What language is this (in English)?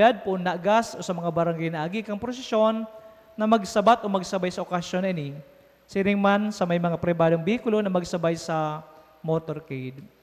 Bikol